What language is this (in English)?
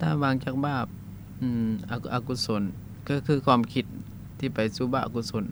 Lao